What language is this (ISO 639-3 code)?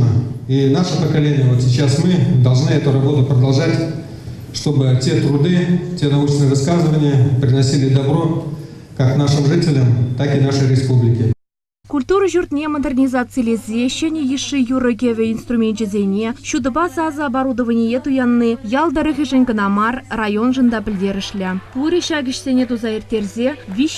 chv